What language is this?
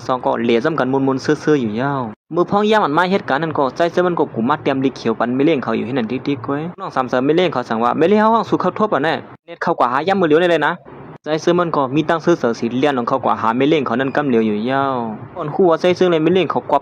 Shan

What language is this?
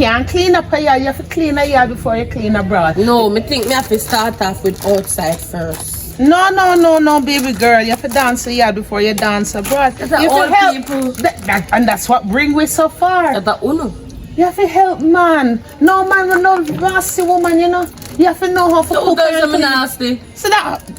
Jamaican Creole English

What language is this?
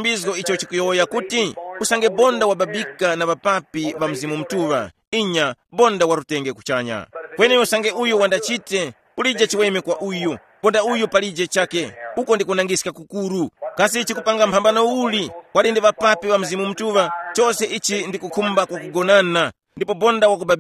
Tumbuka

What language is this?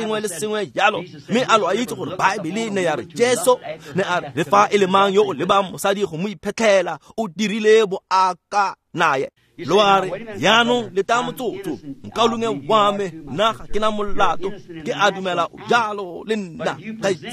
Tswana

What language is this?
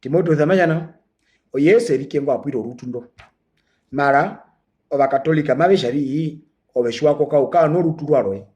Herero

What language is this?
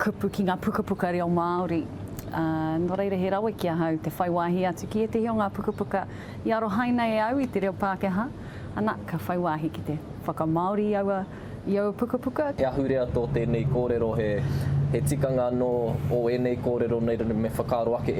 Māori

